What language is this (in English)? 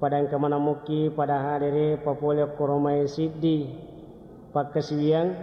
Buginese